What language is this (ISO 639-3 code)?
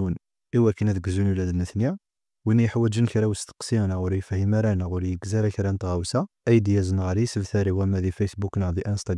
kab